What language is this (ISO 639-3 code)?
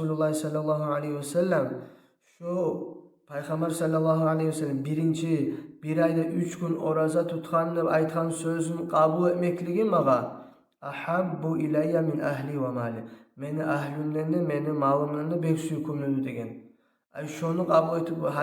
kum